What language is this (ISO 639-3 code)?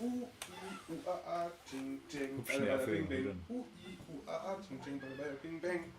bar